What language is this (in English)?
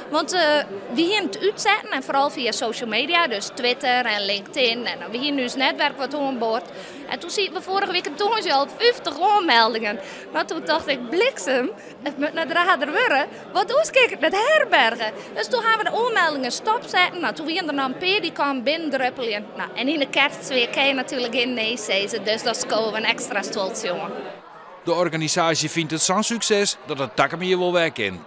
Western Frisian